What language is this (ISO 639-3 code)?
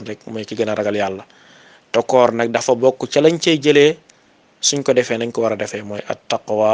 wol